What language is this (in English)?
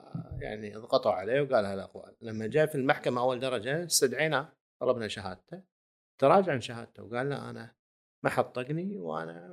Gulf Arabic